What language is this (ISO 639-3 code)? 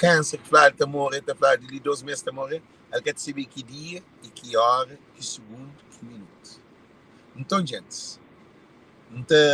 kea